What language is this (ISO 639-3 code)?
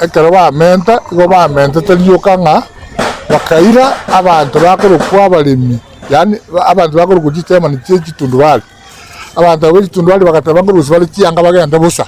guz